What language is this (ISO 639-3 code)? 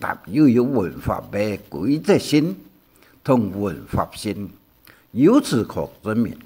hak